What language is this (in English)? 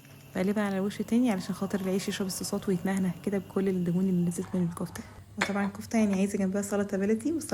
Egyptian Arabic